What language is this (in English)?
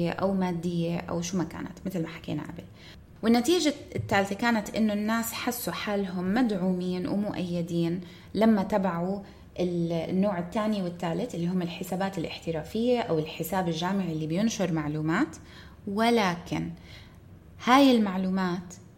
North Levantine Arabic